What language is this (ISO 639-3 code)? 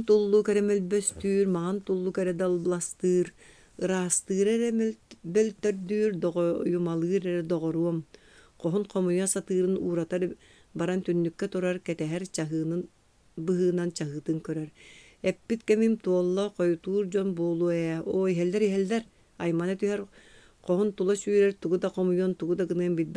sah